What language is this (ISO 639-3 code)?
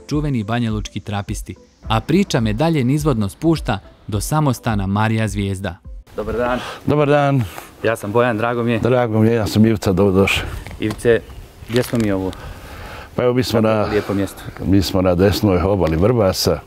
bos